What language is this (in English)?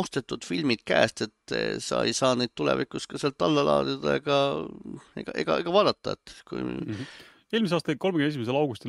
Estonian